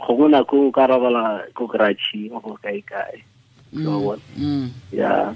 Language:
Tswana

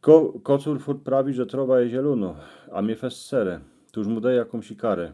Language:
Silesian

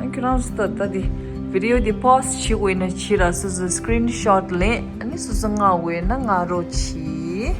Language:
Tibetan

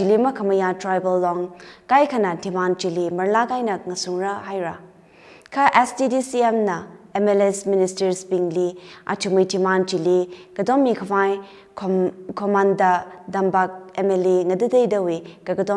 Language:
Tangkhul Naga (India)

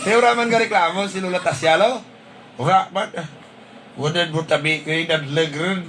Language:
Hiligaynon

